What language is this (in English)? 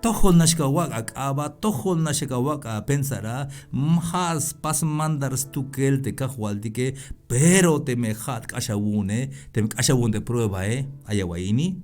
Tzeltal